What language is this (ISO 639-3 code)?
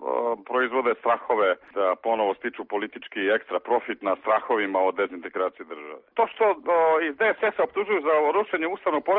srp